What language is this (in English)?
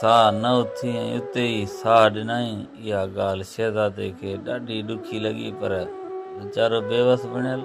Sindhi